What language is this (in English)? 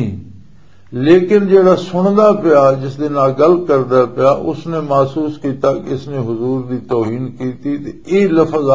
Western Panjabi